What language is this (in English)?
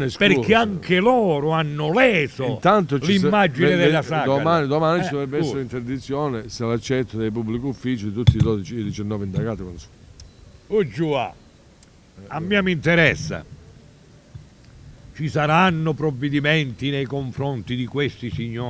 Italian